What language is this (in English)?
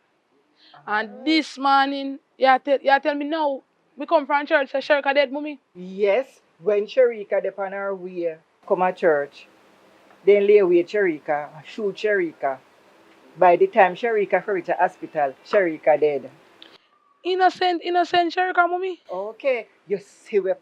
Jamaican Creole English